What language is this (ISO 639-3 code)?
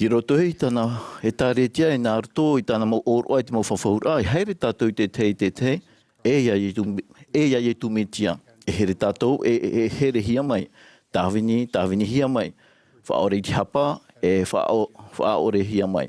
tah